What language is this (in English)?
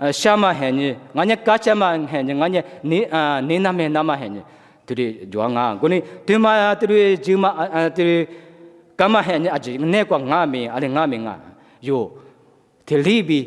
Lisu